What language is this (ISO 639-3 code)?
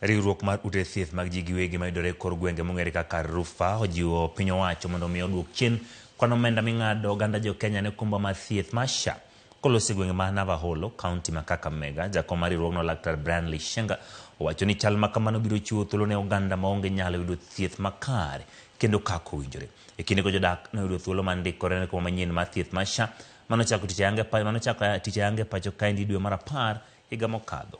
luo